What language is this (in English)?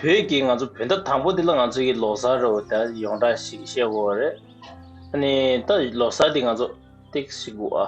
Tibetan